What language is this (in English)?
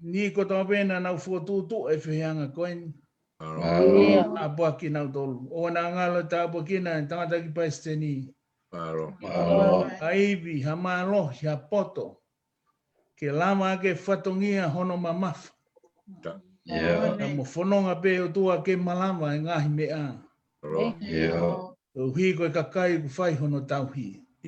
Tongan